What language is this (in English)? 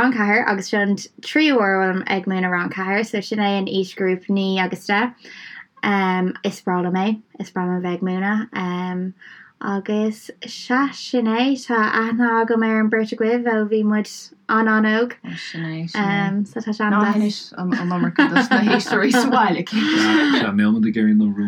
Irish